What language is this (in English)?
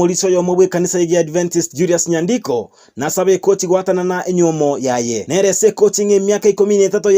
Gusii